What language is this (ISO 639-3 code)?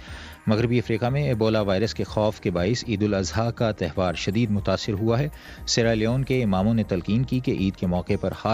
urd